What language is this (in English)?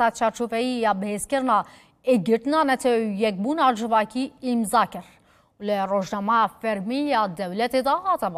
Kurdish